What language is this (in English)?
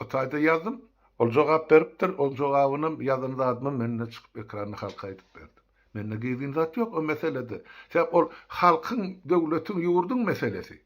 Turkmen